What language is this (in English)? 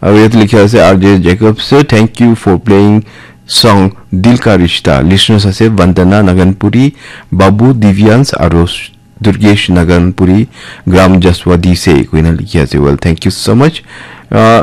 Naga Pidgin